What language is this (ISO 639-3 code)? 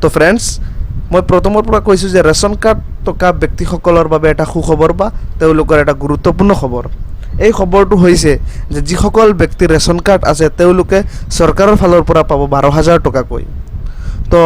asm